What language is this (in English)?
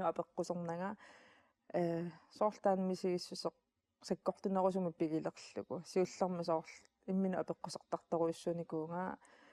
Kalaallisut